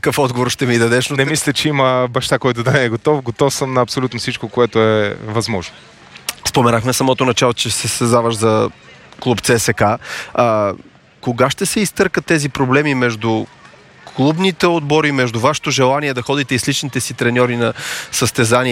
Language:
Bulgarian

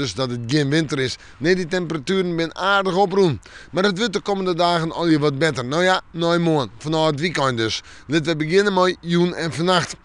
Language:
Western Frisian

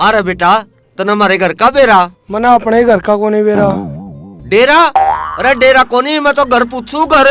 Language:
Haryanvi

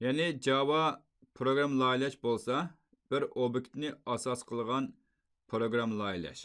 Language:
Uyghur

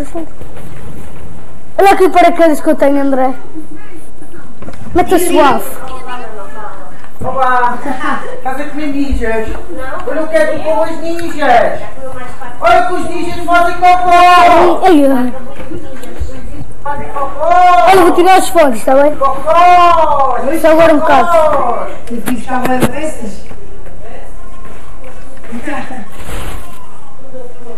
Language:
Portuguese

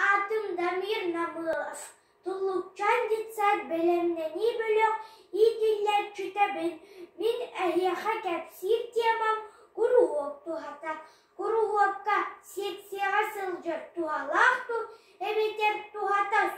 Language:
Yakut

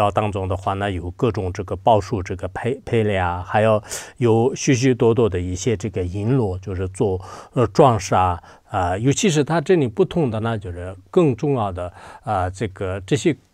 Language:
Chinese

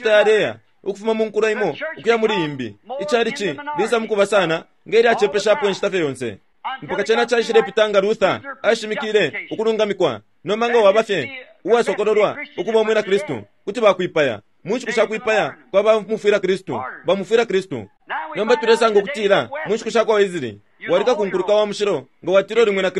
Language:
Bemba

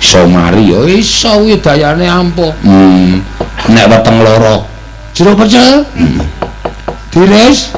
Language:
Javanese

